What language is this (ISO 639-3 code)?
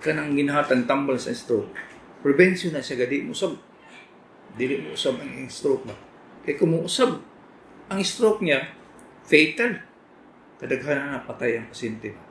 ceb